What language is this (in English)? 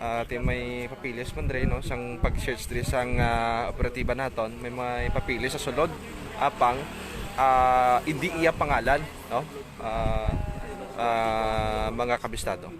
Hiligaynon